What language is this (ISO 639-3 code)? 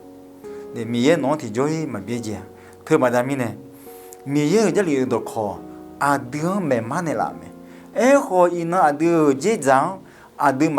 ahk